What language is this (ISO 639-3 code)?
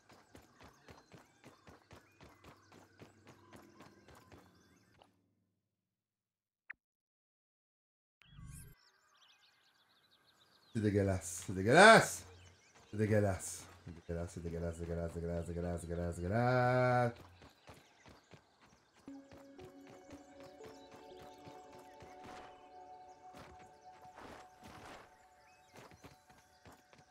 fra